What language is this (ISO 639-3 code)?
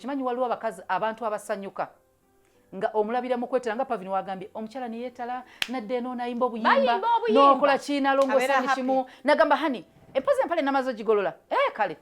lug